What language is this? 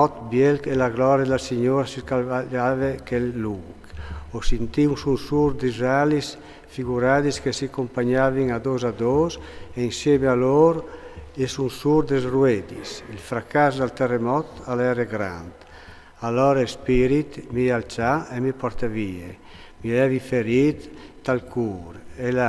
Friulian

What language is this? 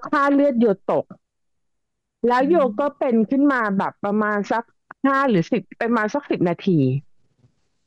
Thai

